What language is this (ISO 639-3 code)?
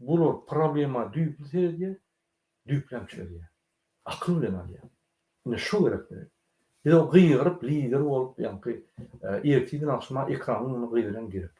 tuk